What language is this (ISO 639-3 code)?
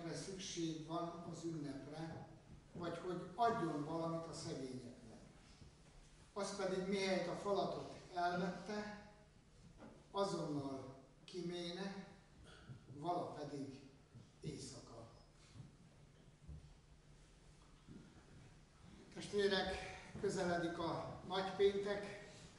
hun